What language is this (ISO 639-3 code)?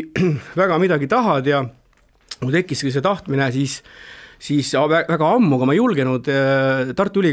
est